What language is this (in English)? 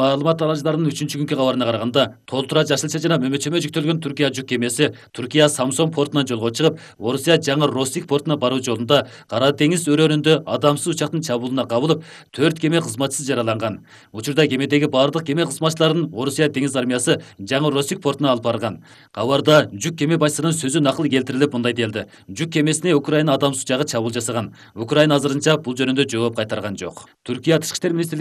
Kyrgyz